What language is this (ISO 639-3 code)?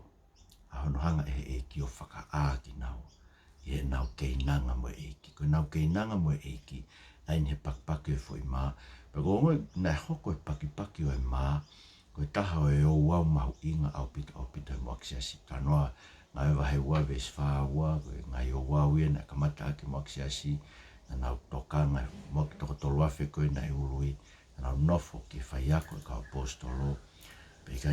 ton